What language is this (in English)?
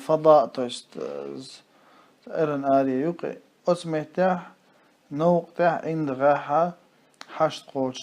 Chechen